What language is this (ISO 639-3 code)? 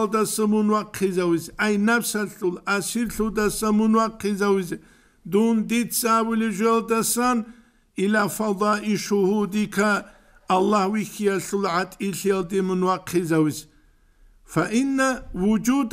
ava